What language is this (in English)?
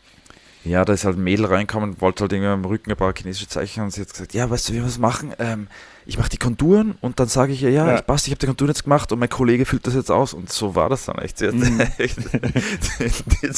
German